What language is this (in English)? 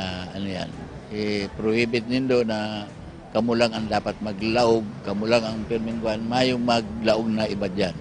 Bikol